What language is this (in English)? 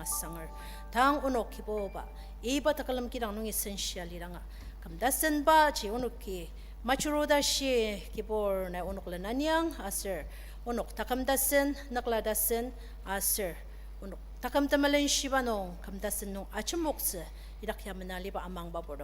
Ao Naga